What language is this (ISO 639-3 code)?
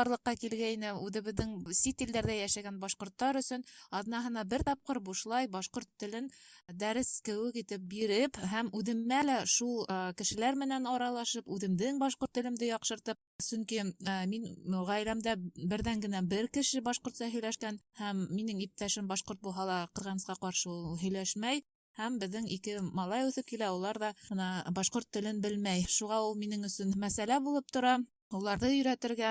bak